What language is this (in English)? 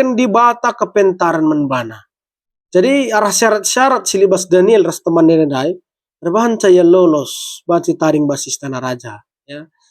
Batak Karo